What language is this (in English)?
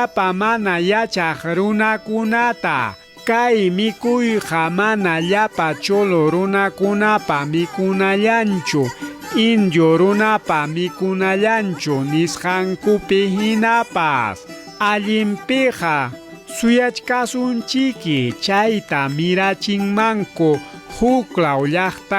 Ayacucho Quechua